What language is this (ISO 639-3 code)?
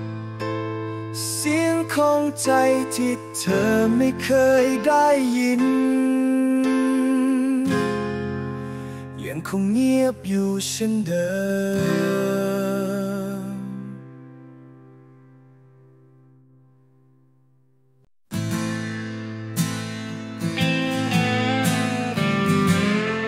tha